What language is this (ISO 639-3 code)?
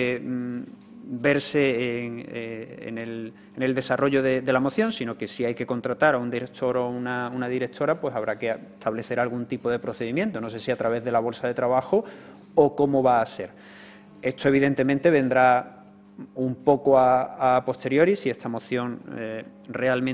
spa